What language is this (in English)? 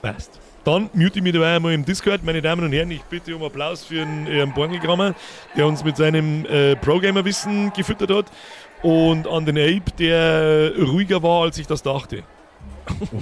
Bavarian